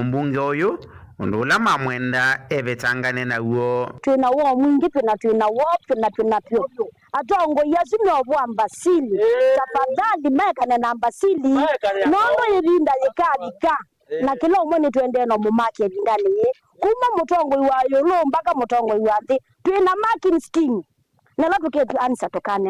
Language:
Kamba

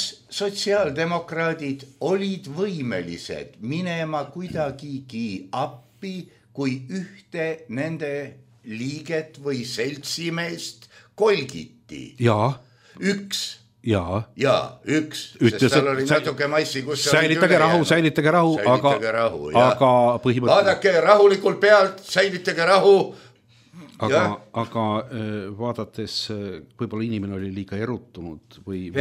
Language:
Estonian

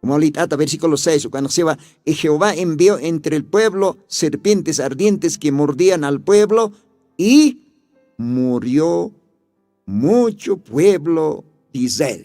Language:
Aymara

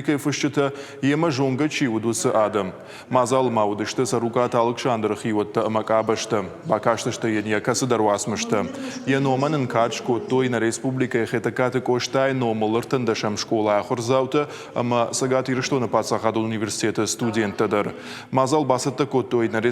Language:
Ossetic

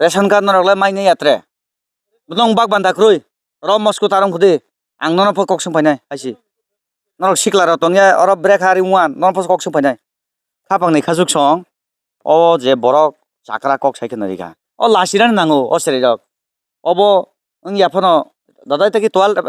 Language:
Kok Borok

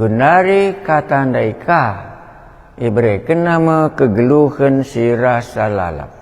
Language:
Batak Karo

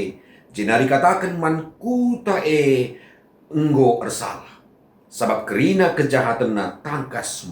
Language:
Batak Karo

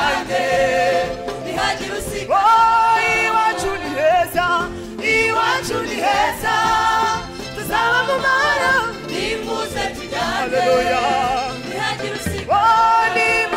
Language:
Kinyarwanda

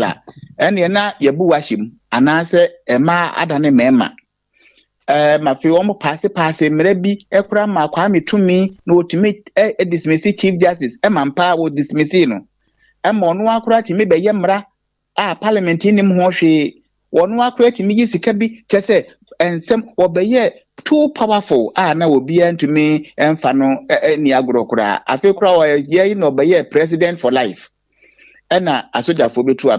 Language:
Akan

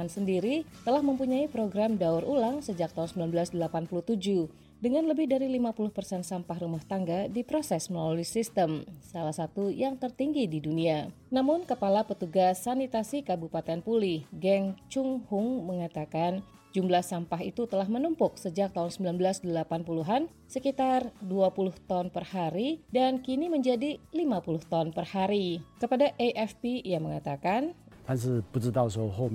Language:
Indonesian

